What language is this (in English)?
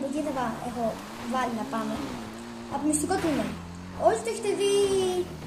Greek